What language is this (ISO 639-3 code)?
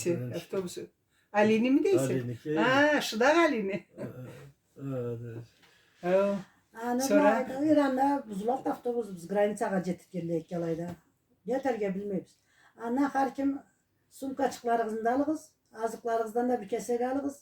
krc